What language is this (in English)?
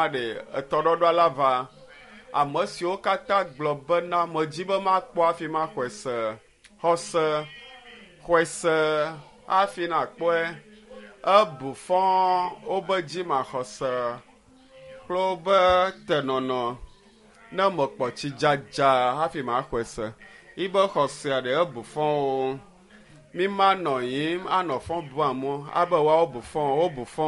Ewe